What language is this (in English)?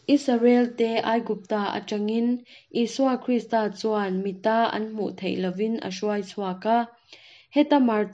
Mizo